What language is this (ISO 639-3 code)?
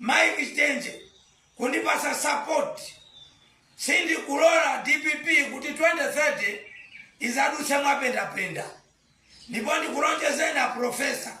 nya